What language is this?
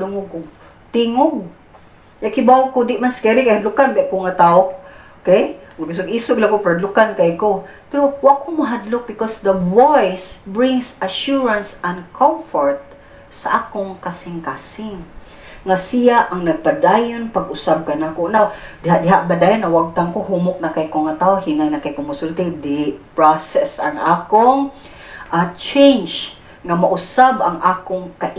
Cebuano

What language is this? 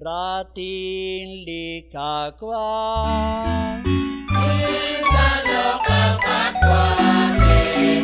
Kekchí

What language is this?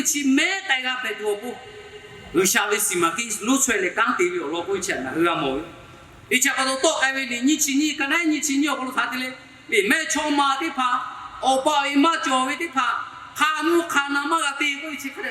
Lahu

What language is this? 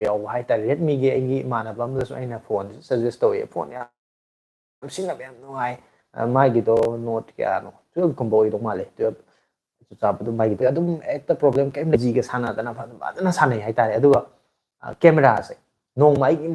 Manipuri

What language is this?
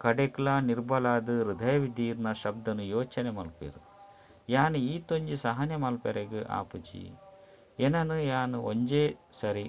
Tulu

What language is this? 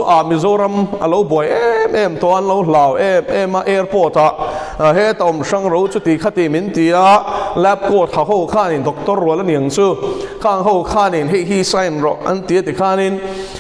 Mizo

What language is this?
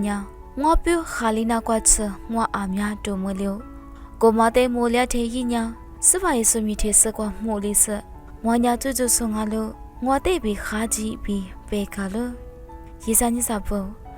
Lisu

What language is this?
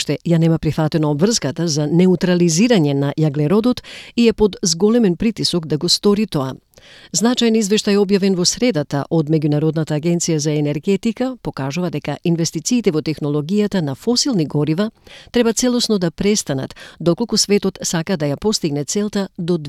Macedonian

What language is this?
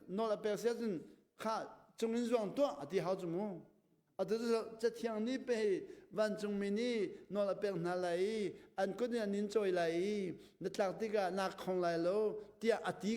Hakha Chin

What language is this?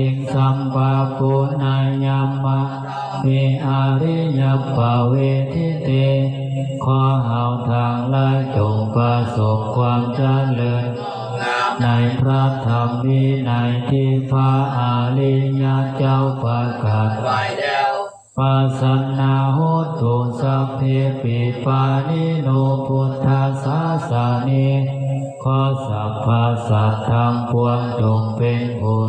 Pali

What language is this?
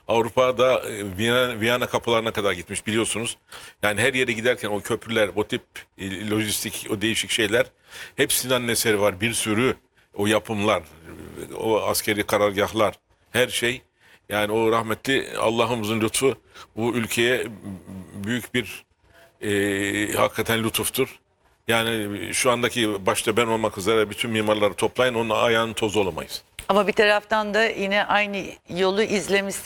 Turkish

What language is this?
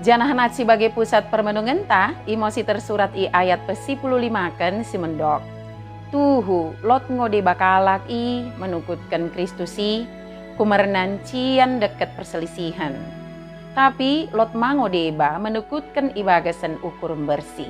Batak Dairi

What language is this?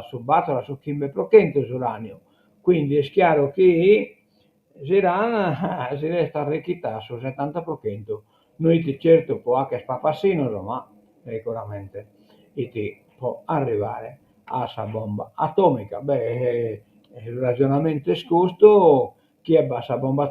Sardinian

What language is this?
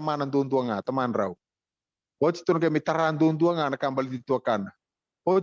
Fijian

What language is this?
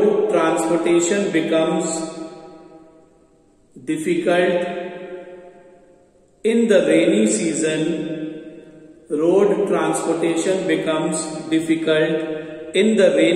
English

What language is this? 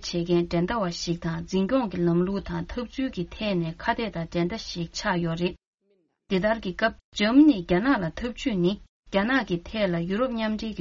Tibetan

